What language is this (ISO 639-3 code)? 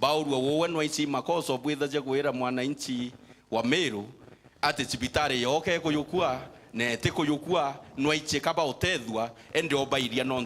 mer